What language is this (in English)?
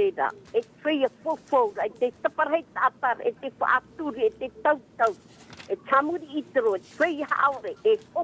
Tahitian